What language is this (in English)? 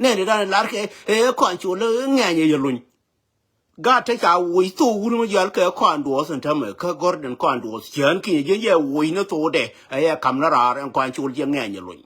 Nuer